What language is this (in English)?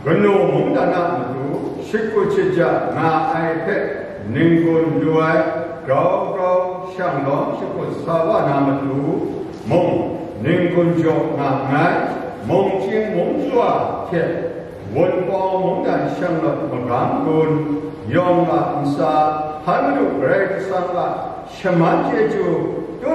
Kachin